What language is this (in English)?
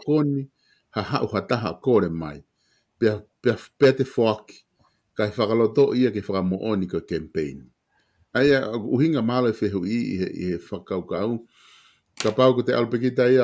Tongan